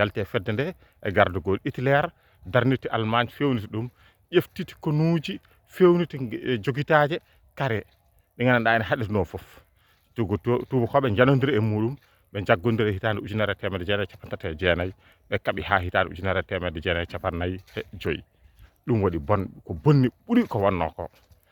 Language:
Fula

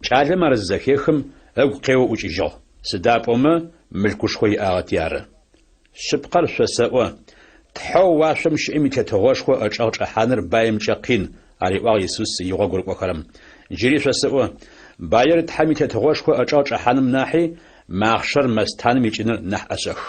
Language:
Adyghe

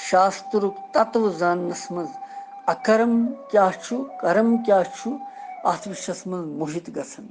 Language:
Kashmiri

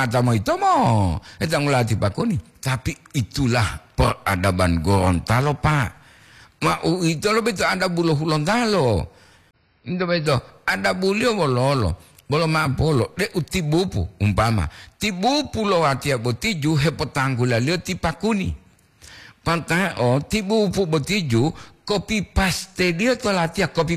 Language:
Gorontalo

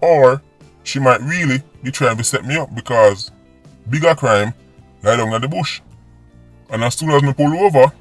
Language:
Jamaican Creole English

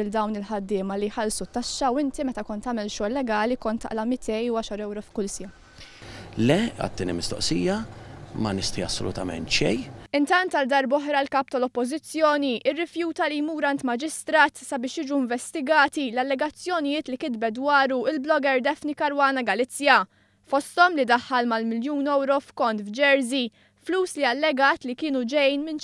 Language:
Maltese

